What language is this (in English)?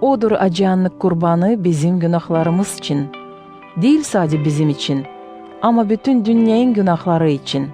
Gagauz